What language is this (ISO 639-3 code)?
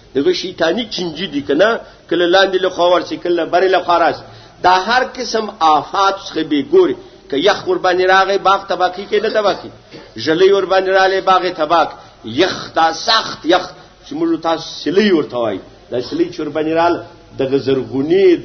pus